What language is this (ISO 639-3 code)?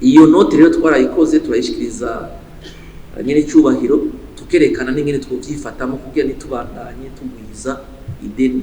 run